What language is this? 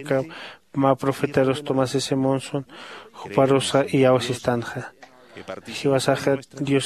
Aymara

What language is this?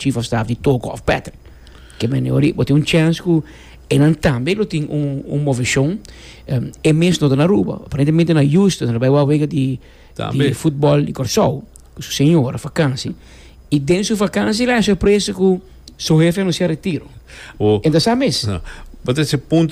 Papiamento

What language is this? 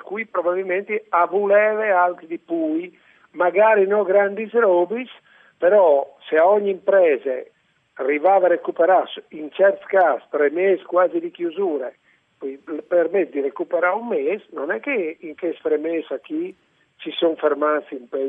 Friulian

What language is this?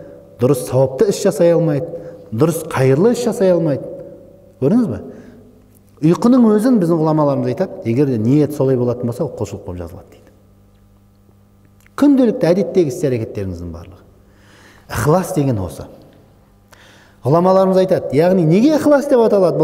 Kazakh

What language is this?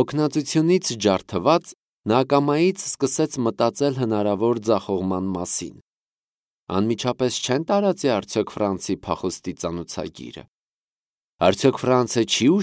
Armenian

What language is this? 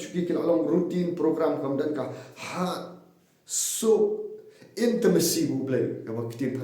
Khasi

